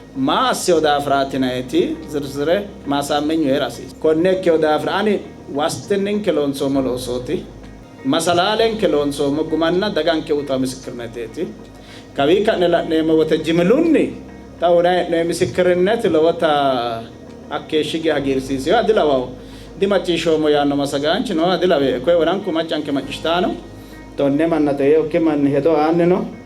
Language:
Sidamo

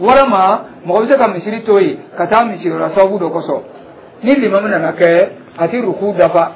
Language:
Dyula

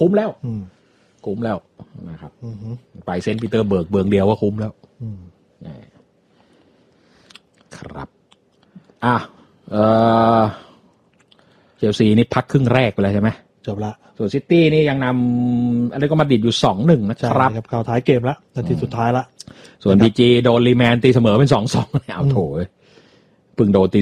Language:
Thai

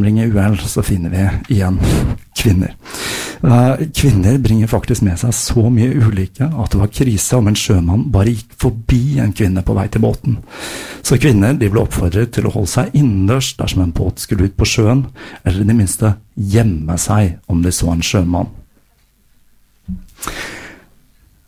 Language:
Norwegian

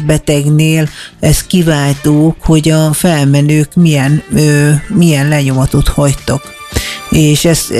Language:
Hungarian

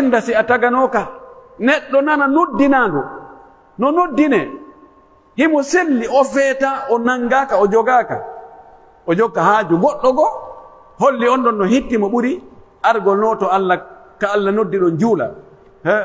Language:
Pular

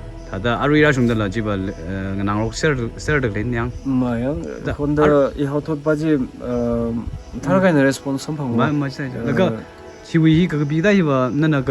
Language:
Tangkhul Naga (India)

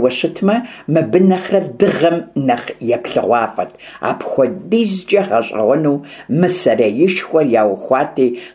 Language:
Kabardian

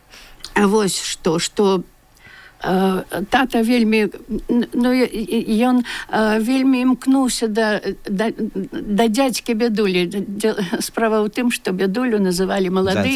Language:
Belarusian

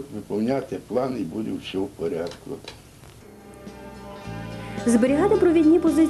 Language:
Ukrainian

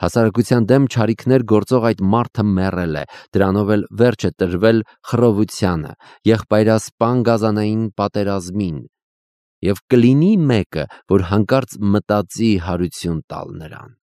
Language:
Armenian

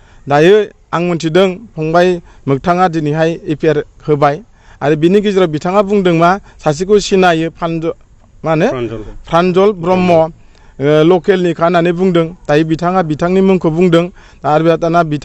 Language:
Bodo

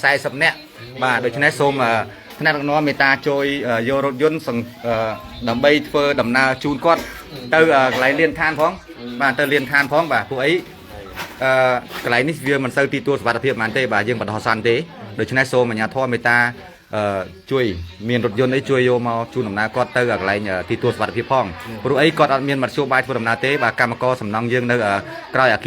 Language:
Khmer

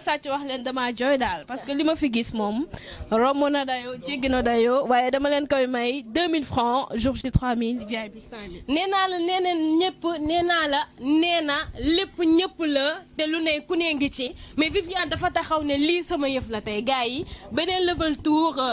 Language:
Wolof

